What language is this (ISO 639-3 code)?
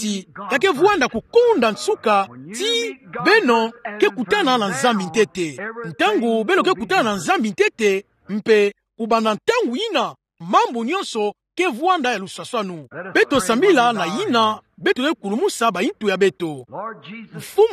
ktu